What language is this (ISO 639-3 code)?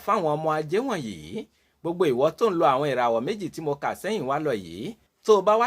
yor